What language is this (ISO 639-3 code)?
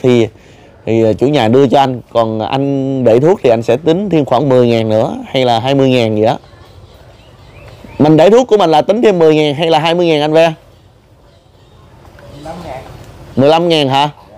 vie